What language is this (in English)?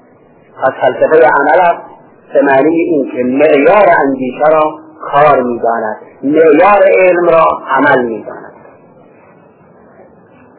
Persian